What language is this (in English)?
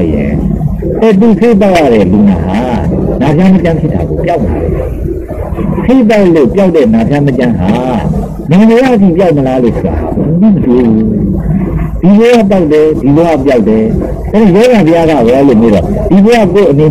Burmese